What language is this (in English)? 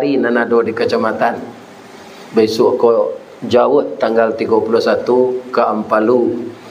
Minangkabau